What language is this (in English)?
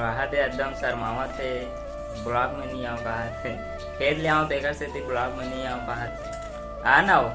Chhattisgarhi